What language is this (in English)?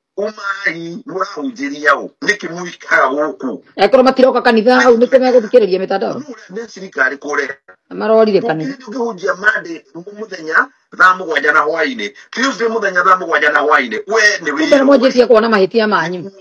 Kikuyu